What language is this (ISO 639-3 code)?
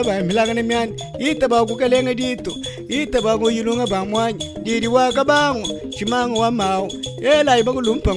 lua